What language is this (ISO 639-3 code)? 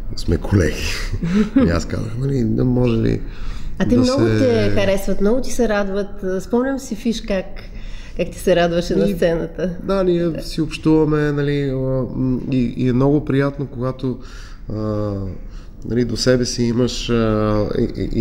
bul